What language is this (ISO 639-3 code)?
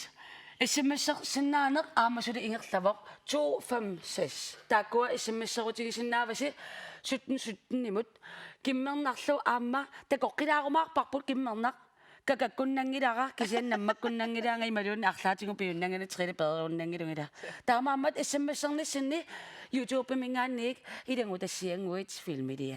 kal